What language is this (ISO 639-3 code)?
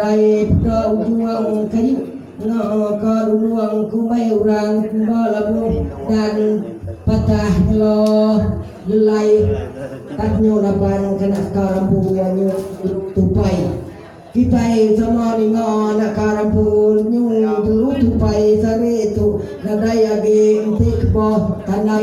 iba